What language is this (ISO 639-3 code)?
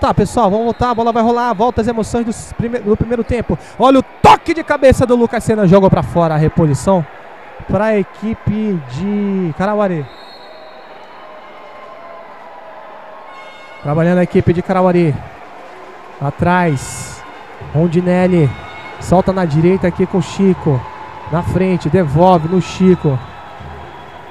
por